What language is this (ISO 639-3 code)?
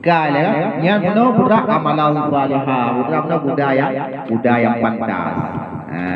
ace